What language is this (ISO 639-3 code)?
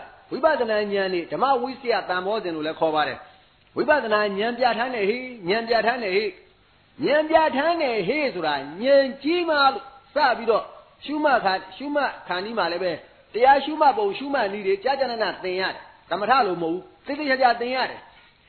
mya